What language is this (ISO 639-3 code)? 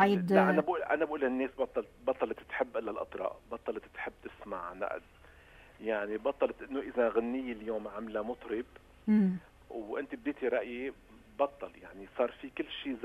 apc